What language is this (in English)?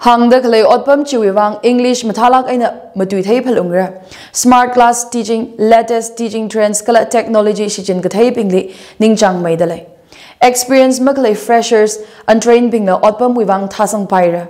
Tangkhul Naga (India)